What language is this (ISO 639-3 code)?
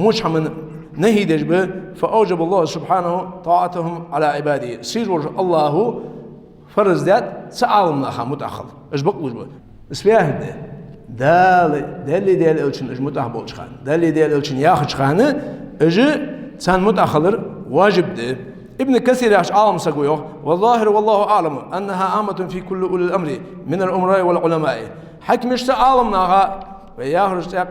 inh